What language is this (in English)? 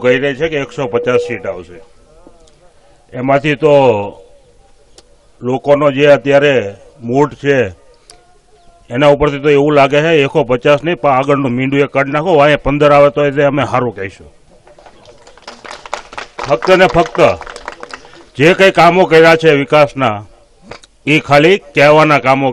Gujarati